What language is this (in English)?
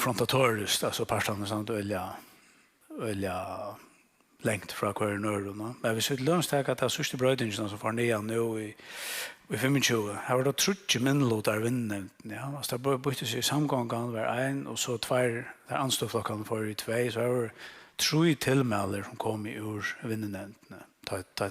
Faroese